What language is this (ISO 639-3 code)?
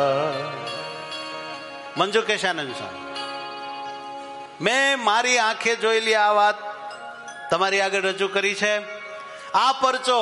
guj